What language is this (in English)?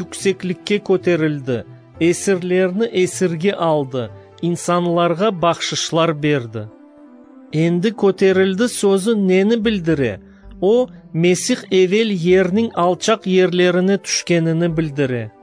Crimean Tatar